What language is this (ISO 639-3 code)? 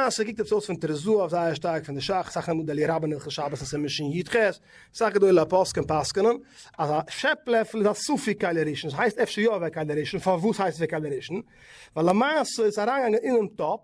yid